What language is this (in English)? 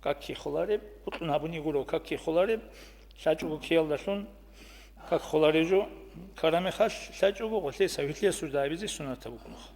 Avaric